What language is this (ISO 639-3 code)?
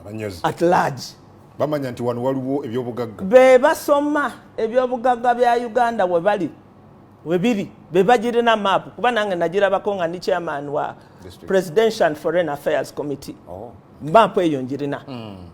lug